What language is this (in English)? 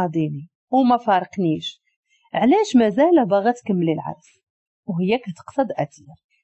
Moroccan Arabic